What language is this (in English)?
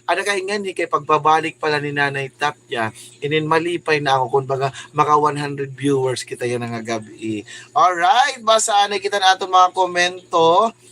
Waray